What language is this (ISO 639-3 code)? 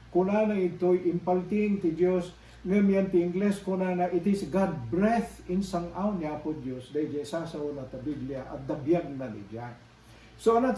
ilo